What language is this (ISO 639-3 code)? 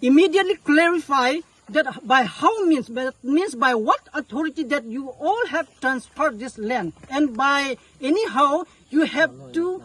mjw